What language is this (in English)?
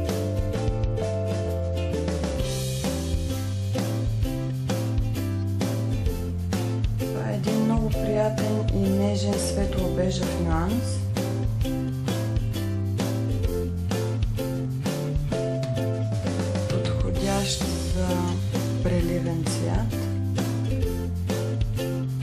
Bulgarian